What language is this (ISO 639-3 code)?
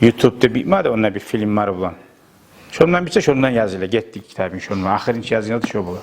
kum